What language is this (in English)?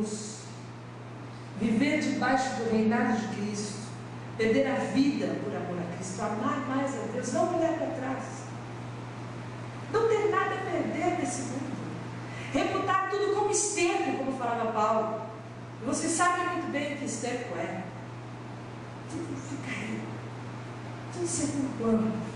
Portuguese